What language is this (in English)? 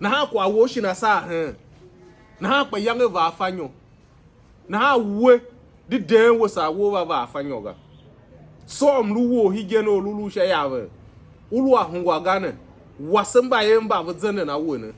Tiv